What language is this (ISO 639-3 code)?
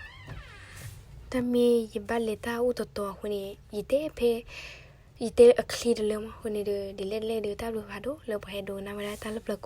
ksw